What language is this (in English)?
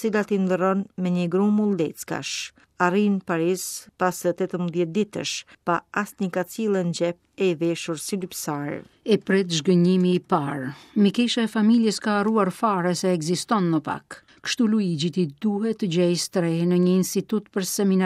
Albanian